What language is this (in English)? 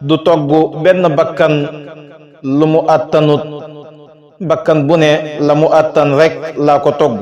Wolof